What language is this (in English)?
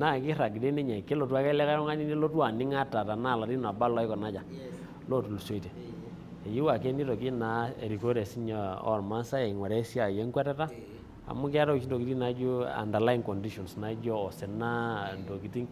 Masai